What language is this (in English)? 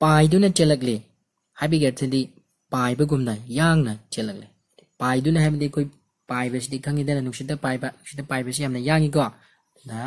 Manipuri